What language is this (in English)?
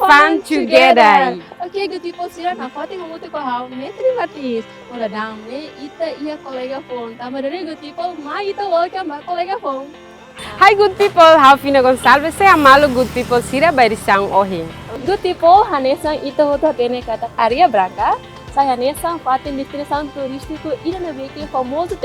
Tetum